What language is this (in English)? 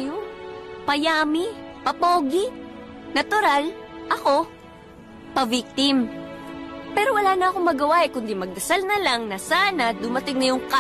Filipino